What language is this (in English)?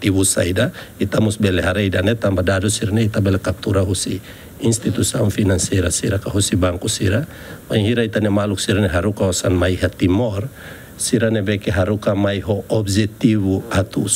Tetum